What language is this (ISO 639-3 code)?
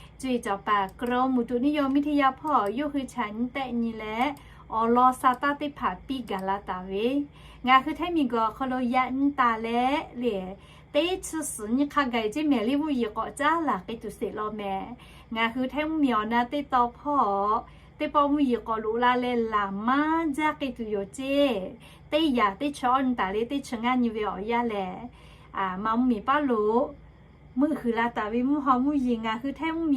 lhu